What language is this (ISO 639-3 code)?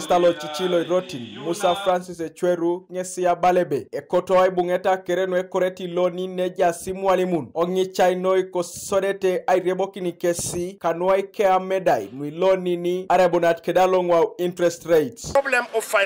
teo